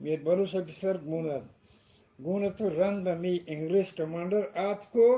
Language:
Eastern Balochi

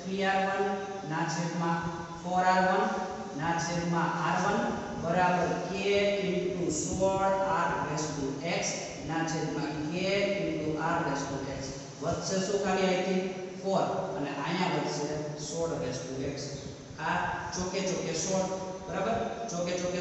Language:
Gujarati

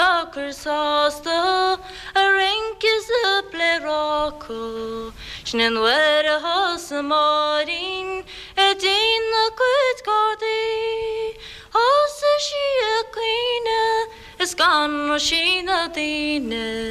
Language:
Irish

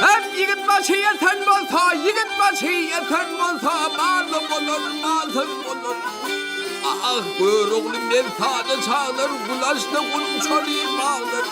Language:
Turkmen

